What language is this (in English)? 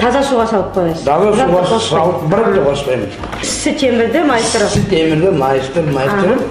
Nogai